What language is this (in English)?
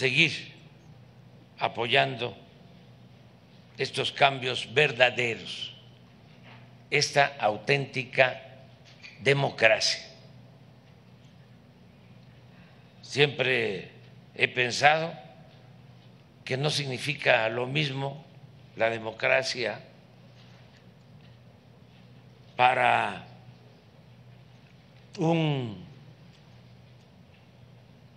Spanish